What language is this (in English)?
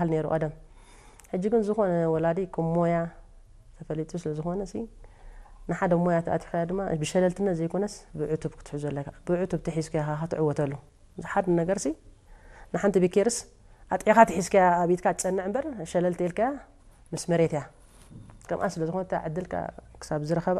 Tigrinya